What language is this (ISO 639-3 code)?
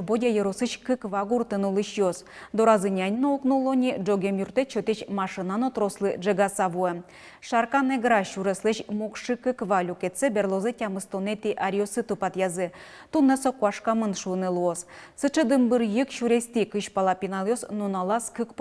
udm